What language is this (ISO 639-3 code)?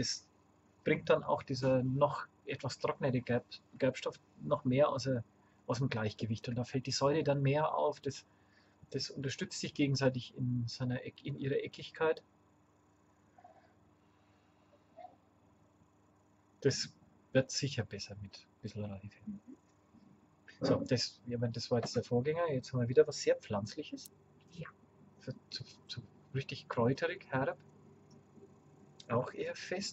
deu